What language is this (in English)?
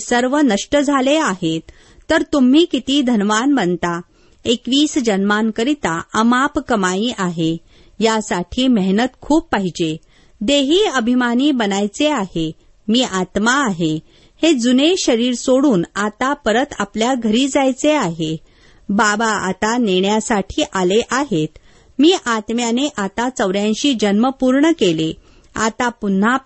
Marathi